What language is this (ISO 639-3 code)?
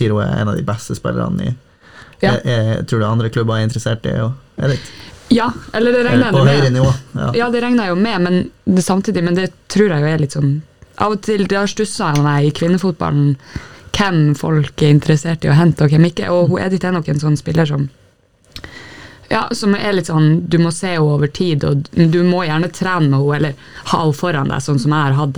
nor